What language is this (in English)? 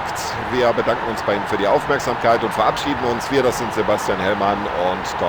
Bavarian